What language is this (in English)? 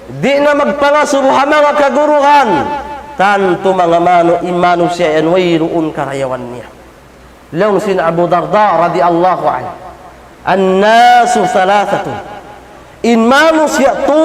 Tausug